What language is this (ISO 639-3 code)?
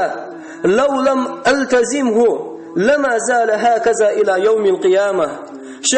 che